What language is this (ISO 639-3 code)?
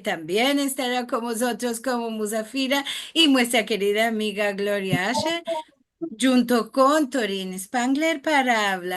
lad